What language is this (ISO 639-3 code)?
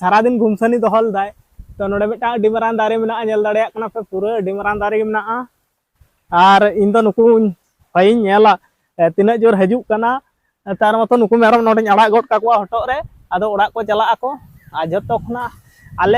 sat